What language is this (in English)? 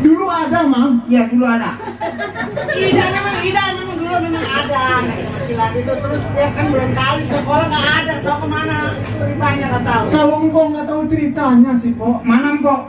Betawi